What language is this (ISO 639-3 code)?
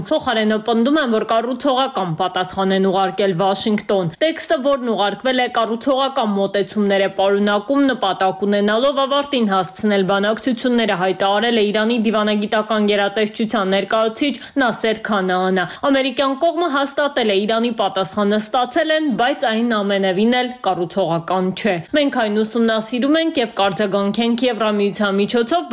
hye